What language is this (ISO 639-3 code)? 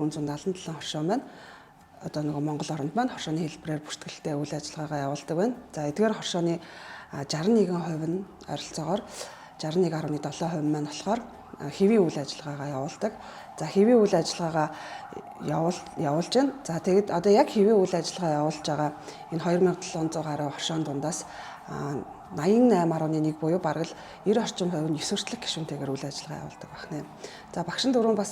mon